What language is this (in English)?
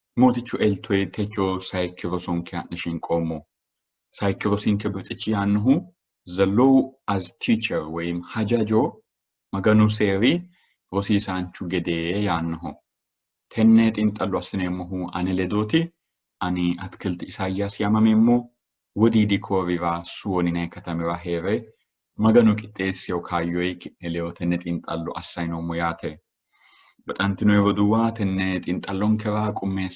Sidamo